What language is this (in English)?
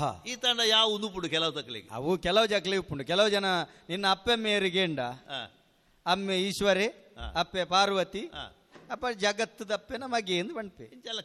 Tulu